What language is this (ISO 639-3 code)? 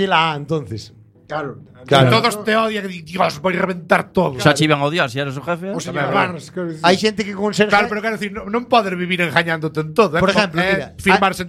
glg